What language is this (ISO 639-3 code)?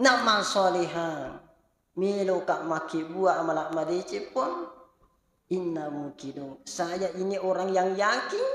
bug